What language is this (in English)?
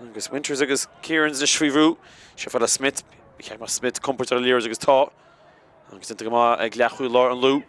Irish